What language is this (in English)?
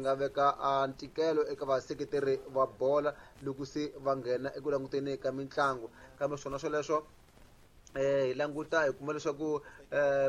Tsonga